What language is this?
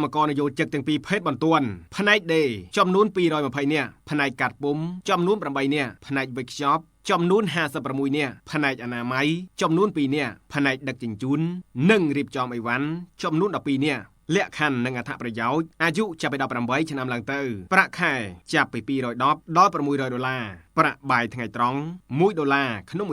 Khmer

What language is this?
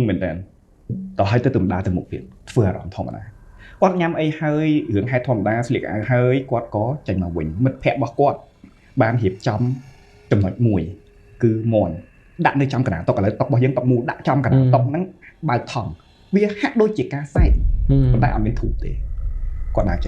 Khmer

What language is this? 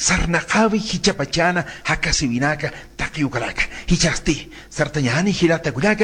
Aymara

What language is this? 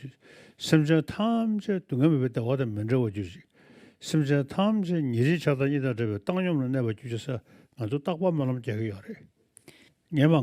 Tibetan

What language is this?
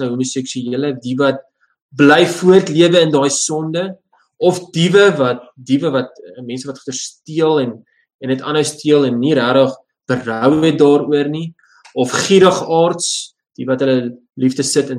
Afrikaans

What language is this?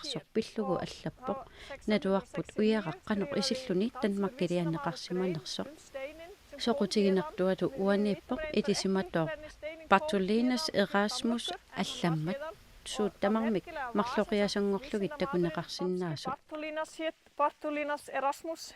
Kalaallisut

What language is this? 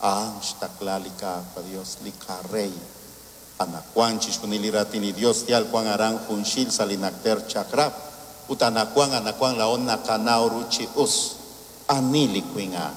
Kekchí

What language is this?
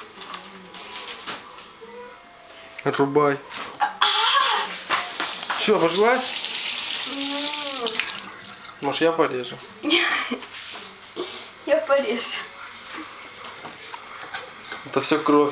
Russian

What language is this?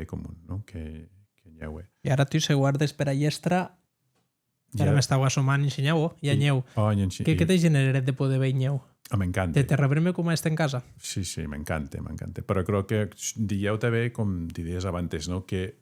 Occitan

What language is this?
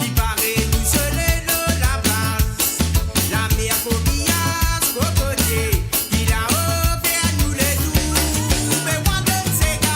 Morisyen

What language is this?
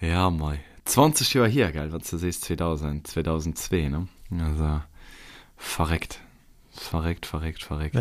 Luxembourgish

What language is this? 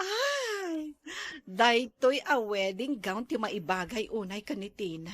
Iloko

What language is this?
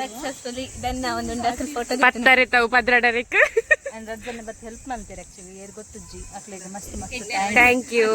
Tulu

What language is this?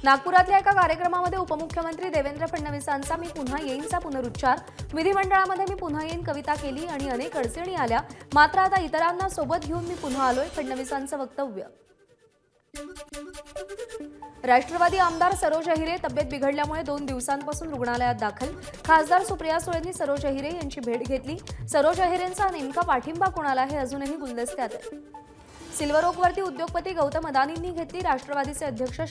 Marathi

